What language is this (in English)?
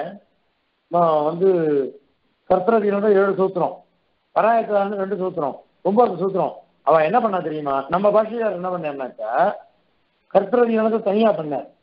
Tamil